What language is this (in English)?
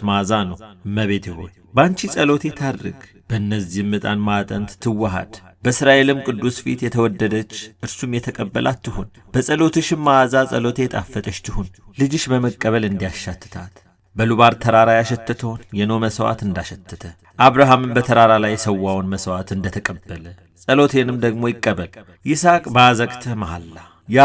Amharic